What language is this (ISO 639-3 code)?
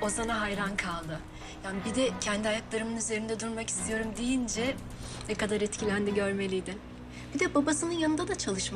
tur